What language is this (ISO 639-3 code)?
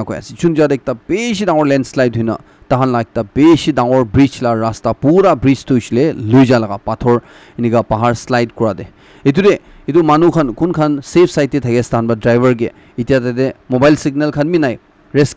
nag